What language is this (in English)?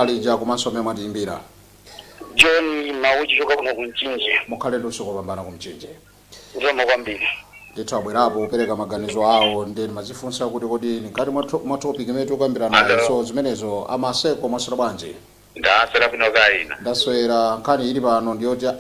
Nyanja